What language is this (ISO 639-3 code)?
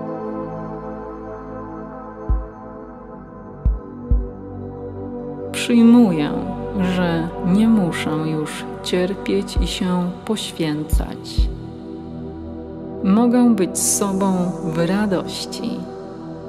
pol